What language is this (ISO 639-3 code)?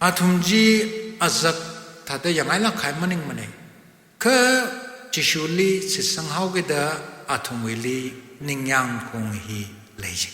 nmf